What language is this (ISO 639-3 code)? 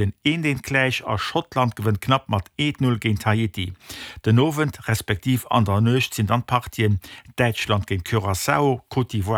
ltz